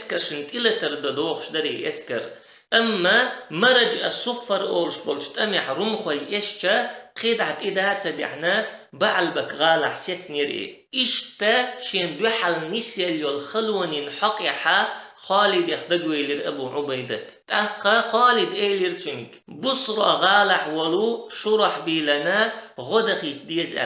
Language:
Chechen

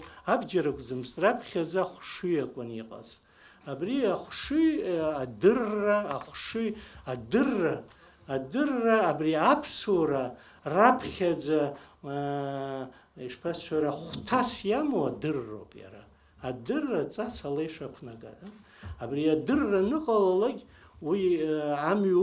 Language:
Abkhazian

